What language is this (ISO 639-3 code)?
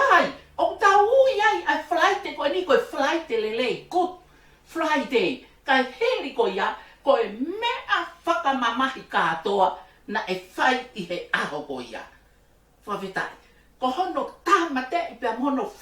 ton